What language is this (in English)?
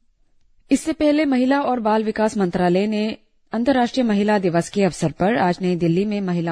Hindi